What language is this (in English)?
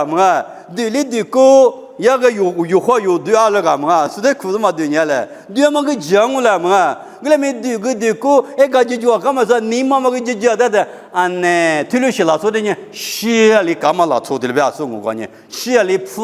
Lisu